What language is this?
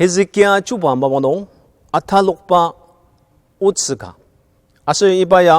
Ao Naga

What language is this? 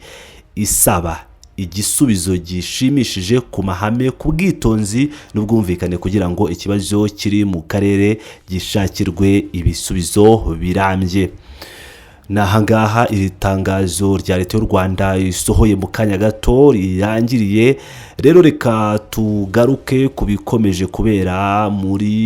Kinyarwanda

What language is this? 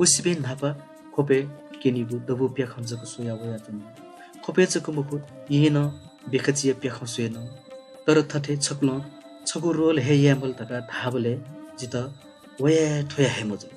Newari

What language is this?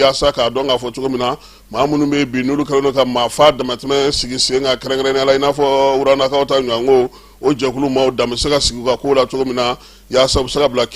Bambara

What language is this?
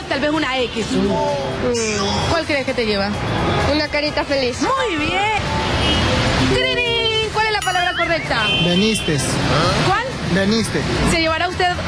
Spanish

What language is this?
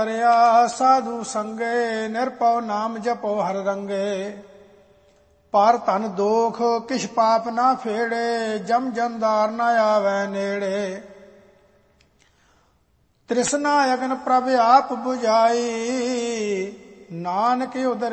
Punjabi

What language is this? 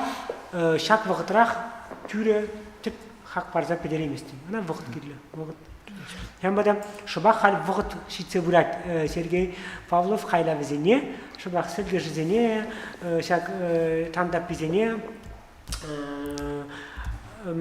Chuvash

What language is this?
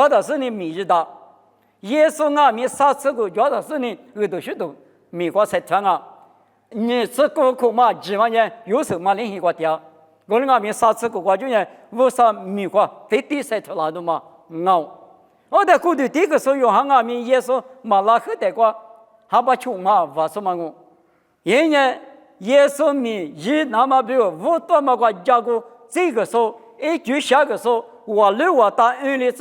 Lisu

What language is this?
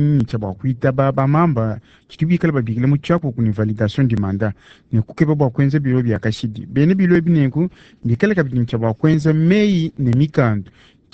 Luba-Lulua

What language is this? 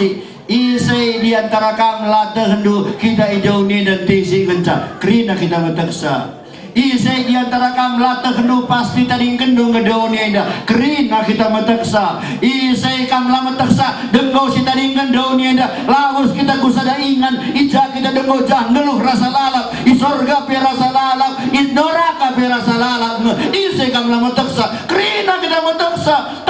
Batak Karo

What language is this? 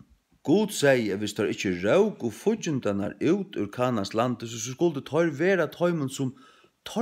Faroese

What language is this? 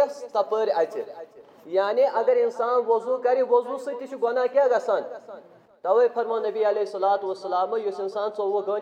Kashmiri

